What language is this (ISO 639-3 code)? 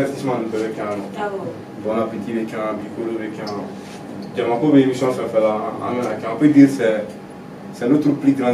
bam